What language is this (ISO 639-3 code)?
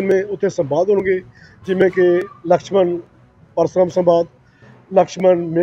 pan